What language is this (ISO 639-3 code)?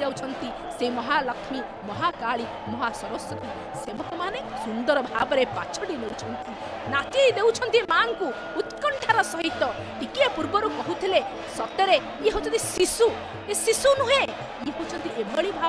ori